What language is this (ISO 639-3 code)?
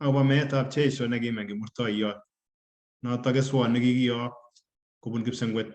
kln